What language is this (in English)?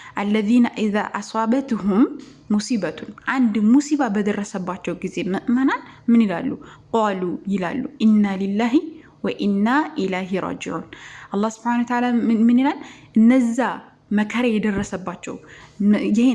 Amharic